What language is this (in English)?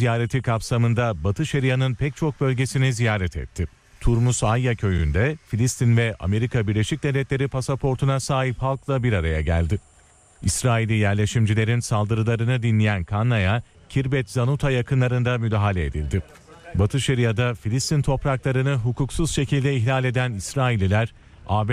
Turkish